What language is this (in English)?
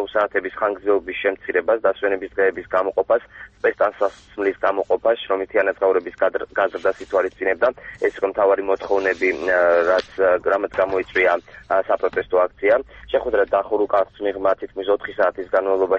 Georgian